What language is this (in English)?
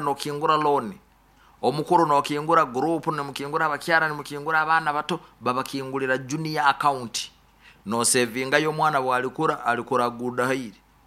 Nyoro